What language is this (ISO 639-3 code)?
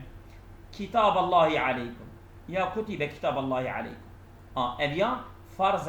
kur